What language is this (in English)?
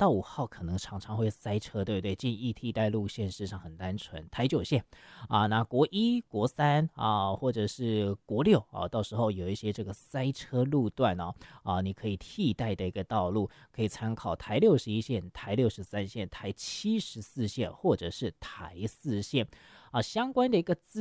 Chinese